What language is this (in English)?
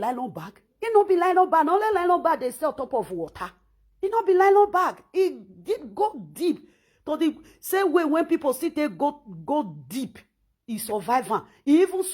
Nigerian Pidgin